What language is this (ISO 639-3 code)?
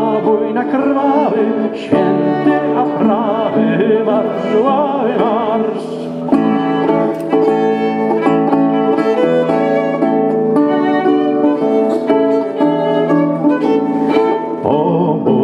pol